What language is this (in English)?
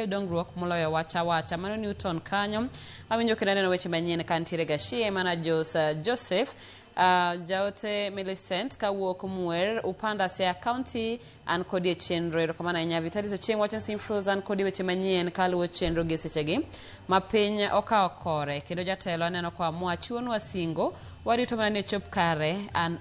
Luo (Kenya and Tanzania)